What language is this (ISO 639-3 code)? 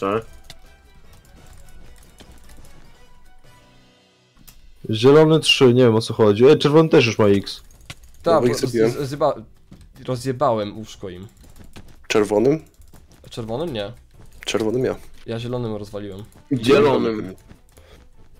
pol